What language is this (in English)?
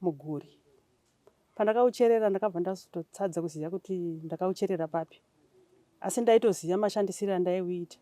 Shona